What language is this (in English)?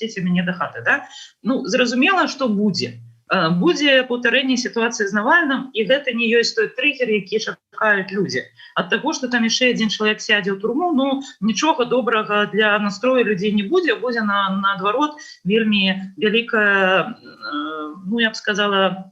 Belarusian